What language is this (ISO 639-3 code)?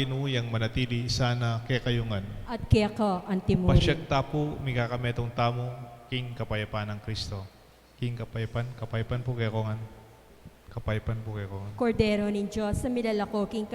pam